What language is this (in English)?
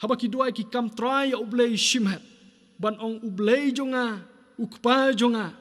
Khasi